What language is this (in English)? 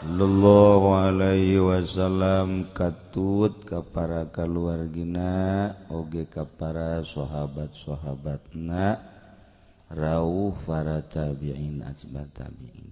Sundanese